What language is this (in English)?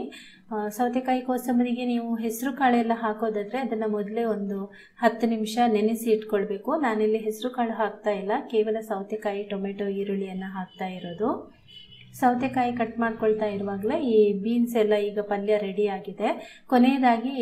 Kannada